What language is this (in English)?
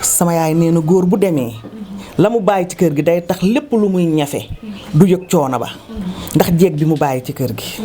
Wolof